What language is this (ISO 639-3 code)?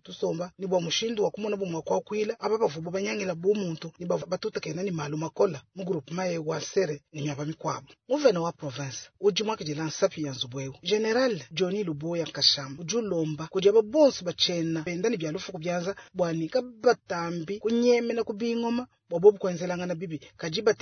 lua